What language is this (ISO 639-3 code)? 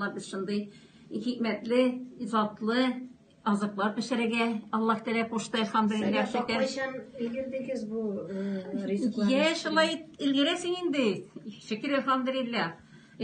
tat